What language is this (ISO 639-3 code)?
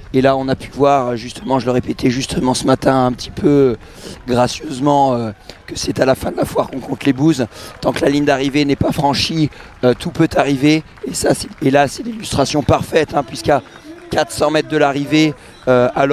fra